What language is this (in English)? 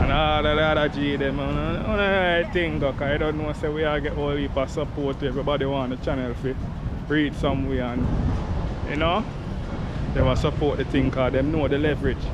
Jamaican Creole English